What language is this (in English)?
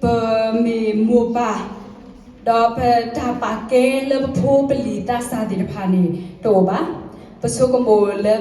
S'gaw Karen